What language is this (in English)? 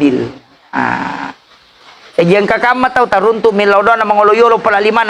Buginese